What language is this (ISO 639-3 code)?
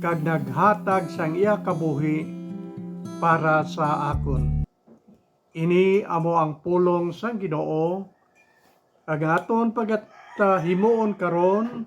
hil